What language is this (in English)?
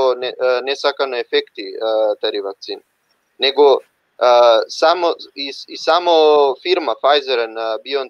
Balkan Romani